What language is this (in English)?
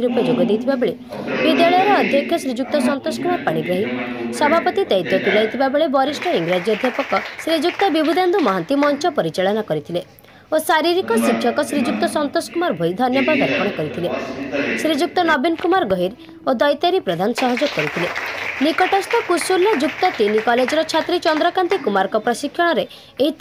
Odia